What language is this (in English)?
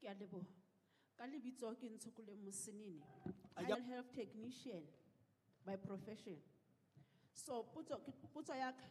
Southern Sotho